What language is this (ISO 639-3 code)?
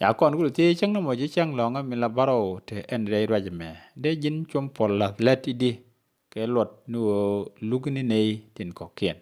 nus